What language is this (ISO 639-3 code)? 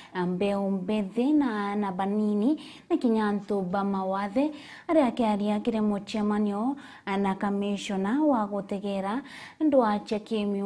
mer